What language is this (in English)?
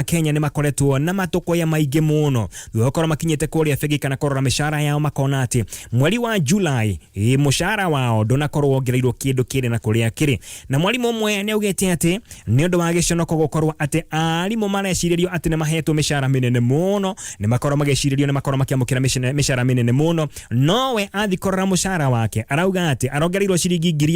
Kikuyu